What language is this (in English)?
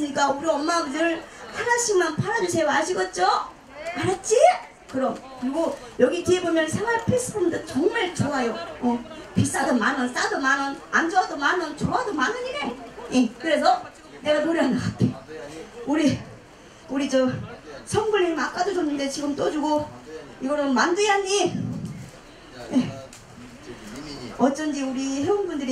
Korean